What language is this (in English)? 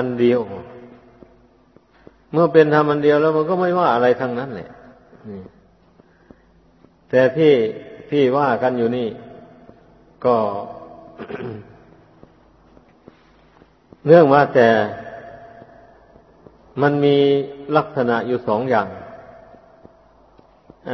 Thai